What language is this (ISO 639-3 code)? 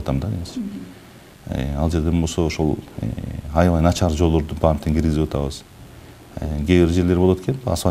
kir